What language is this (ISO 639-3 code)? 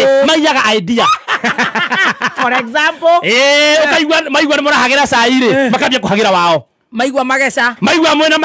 kik